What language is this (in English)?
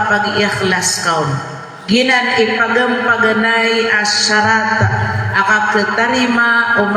Maranao